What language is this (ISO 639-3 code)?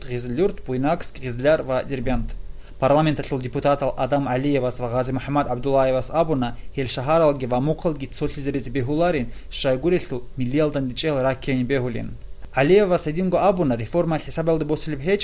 ava